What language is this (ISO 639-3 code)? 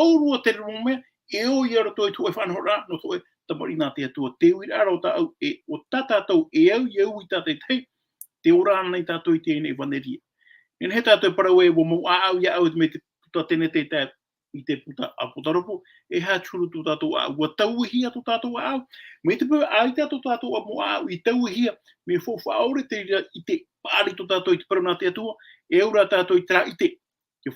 tah